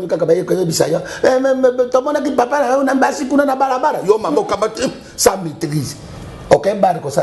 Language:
Lingala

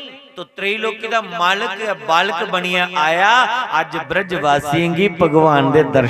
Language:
Dogri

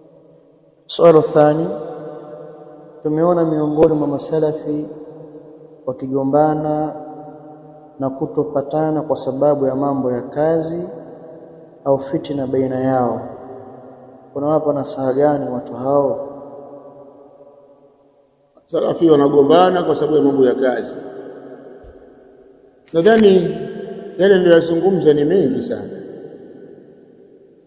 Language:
Swahili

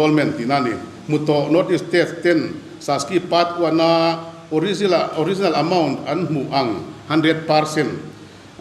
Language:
Mizo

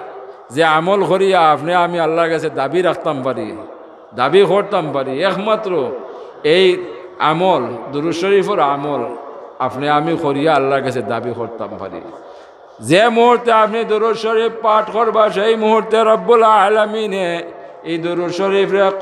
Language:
Sylheti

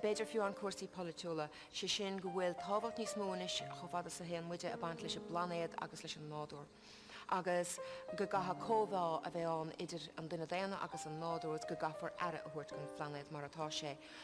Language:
Irish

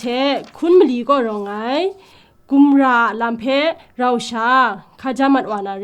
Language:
Kachin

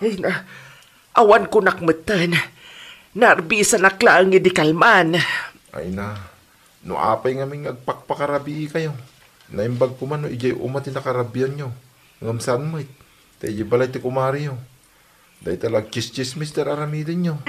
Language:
Iloko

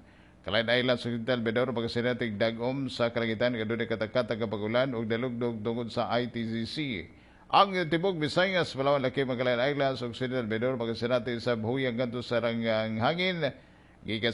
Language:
Cebuano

